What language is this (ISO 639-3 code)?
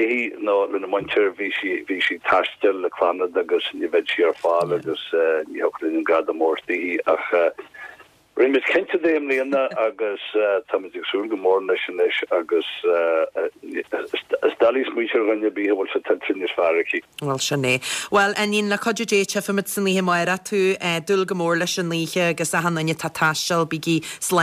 gle